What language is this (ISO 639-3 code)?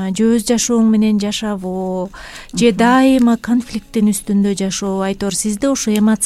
kir